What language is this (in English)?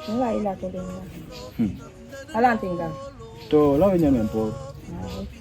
Basaa